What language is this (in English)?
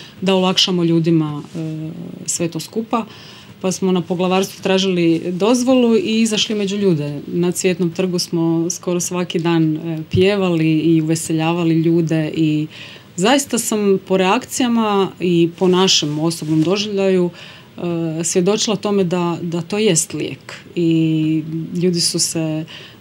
Croatian